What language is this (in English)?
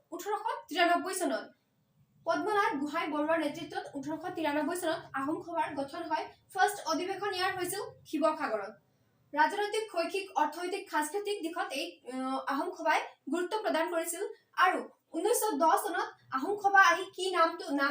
Assamese